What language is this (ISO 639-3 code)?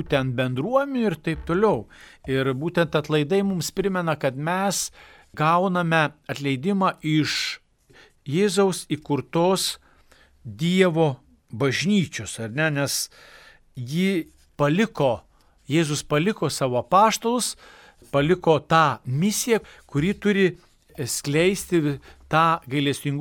lit